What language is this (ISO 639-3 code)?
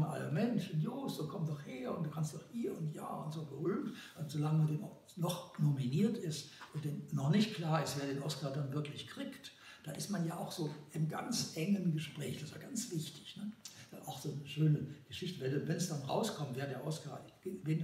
deu